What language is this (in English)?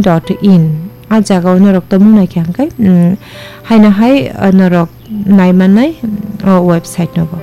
Kok Borok